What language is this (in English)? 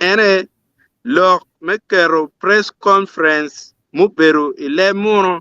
Acoli